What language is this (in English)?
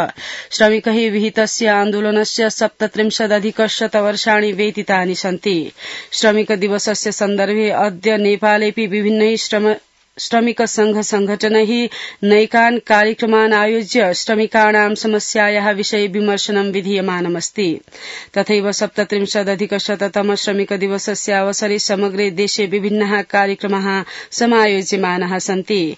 Sanskrit